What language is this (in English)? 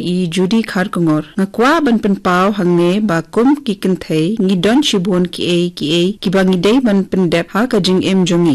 Khasi